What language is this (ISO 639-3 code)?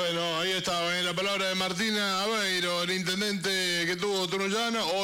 spa